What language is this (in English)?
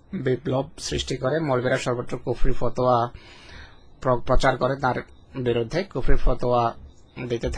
Bangla